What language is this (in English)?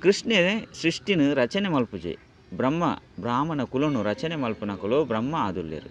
Tulu